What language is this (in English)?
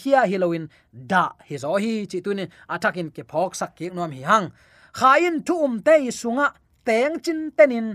Tedim Chin